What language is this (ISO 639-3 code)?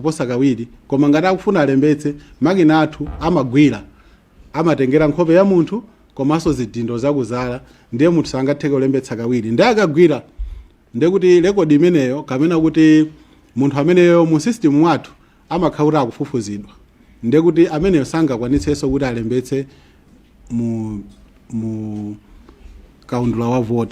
nya